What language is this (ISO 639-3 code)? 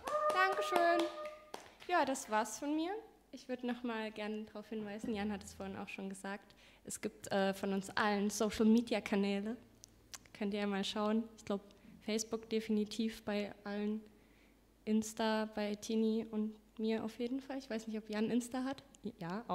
deu